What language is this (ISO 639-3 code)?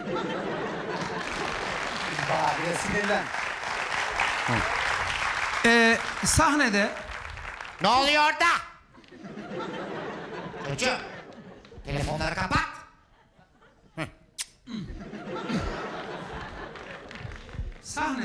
tur